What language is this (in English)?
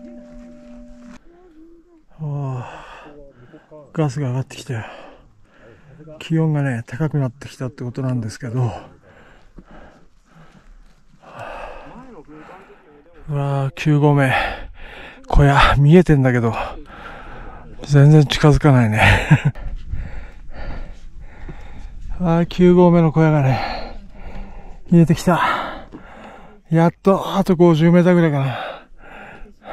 Japanese